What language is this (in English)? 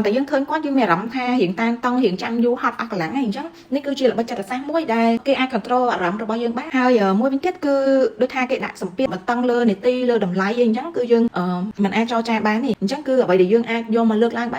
Khmer